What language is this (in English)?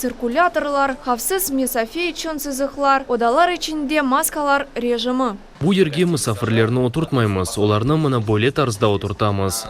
Crimean Tatar